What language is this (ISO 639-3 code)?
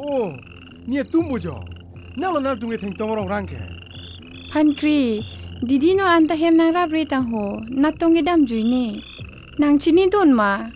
mjw